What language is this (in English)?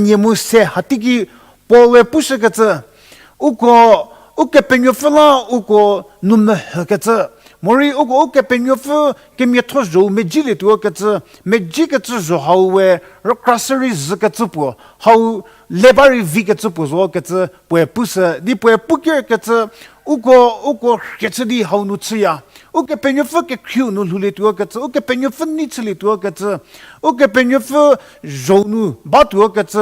Angami Naga